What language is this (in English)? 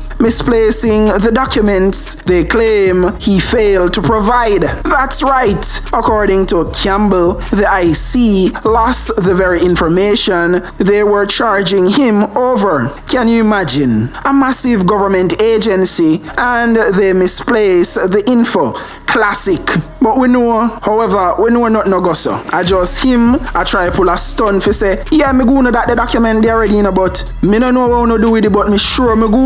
Jamaican Creole English